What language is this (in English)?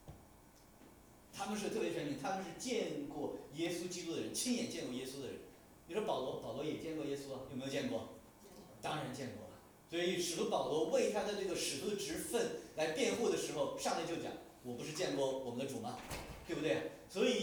Chinese